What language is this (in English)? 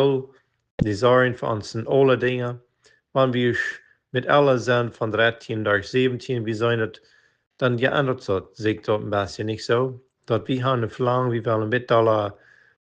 Plautdietsch